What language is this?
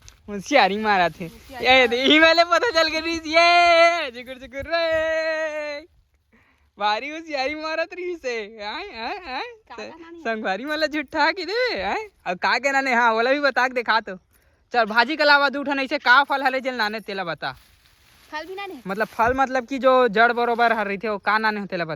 Chhattisgarhi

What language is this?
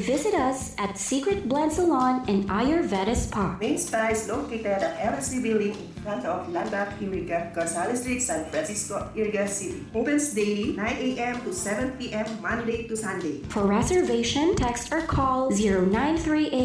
Bikol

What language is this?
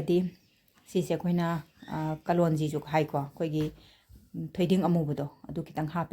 Manipuri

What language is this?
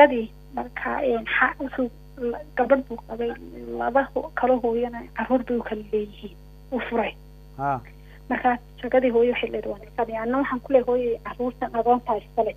Somali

